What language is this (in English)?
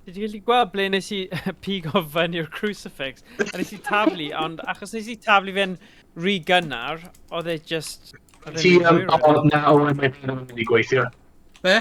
Welsh